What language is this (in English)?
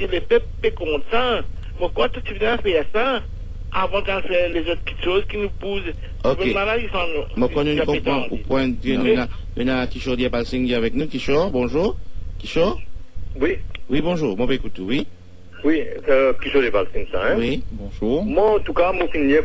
Morisyen